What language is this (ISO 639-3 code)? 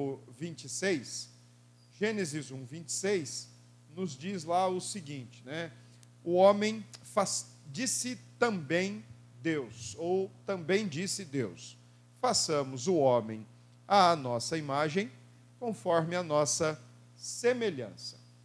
por